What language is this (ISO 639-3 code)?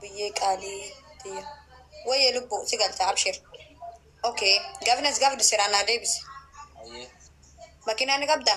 orm